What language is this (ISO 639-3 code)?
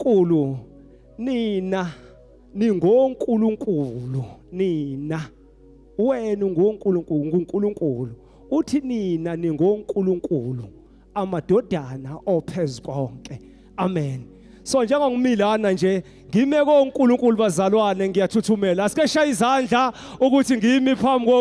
zul